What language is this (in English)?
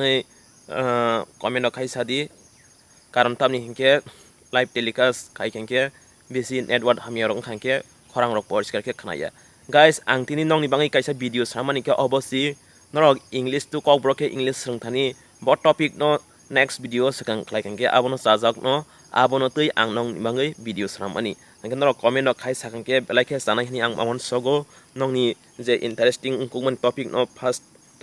Kok Borok